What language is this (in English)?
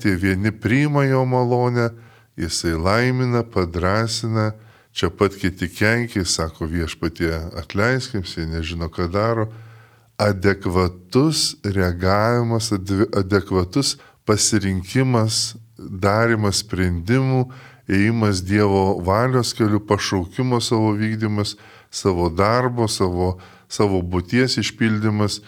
Lithuanian